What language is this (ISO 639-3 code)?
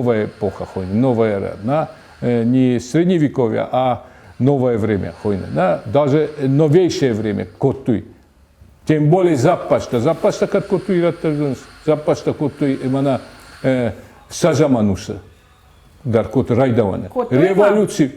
oss